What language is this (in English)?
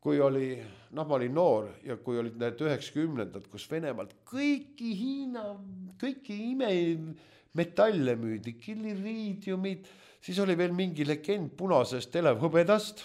Estonian